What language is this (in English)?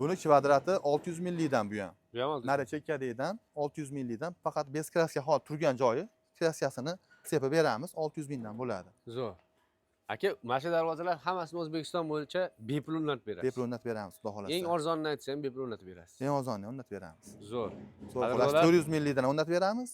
Uzbek